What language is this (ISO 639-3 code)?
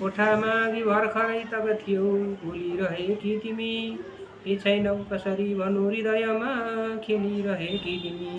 nep